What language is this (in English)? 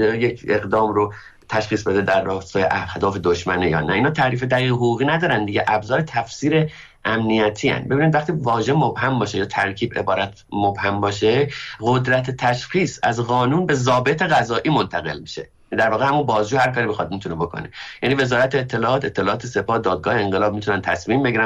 Persian